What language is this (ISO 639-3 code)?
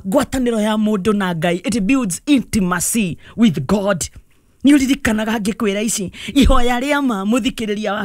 kik